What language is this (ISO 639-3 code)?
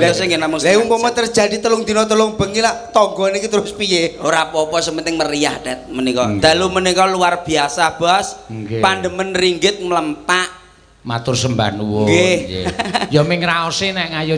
jav